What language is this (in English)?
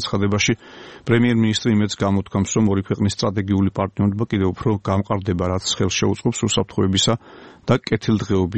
Georgian